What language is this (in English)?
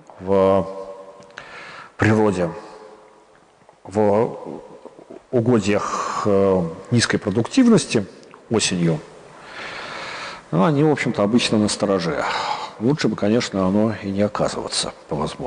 Russian